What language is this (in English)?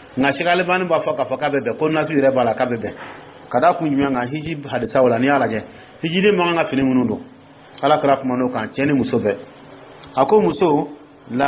Dyula